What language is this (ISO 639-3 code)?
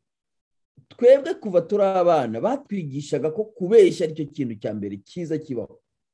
kin